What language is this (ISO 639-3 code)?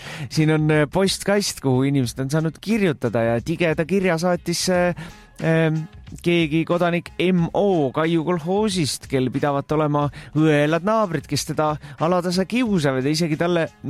est